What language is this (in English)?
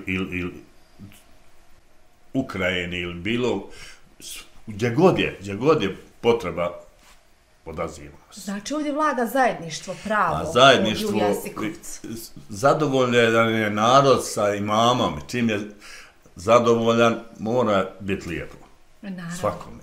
Bosnian